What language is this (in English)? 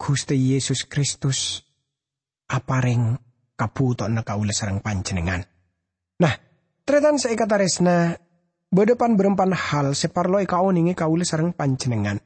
Madurese